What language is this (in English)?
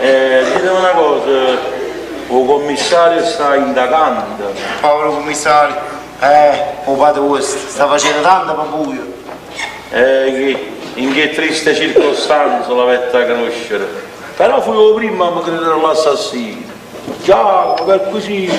Neapolitan